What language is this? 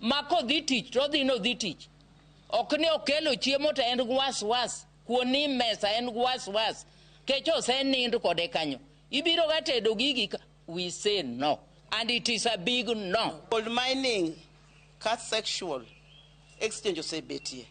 Luo (Kenya and Tanzania)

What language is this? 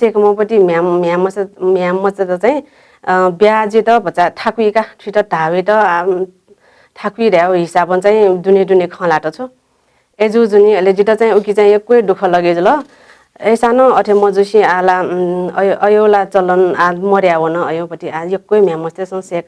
Newari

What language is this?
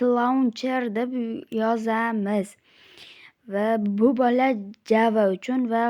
Uzbek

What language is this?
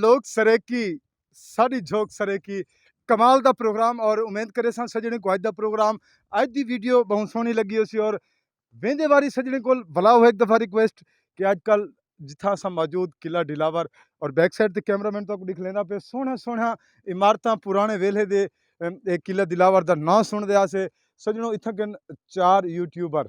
Saraiki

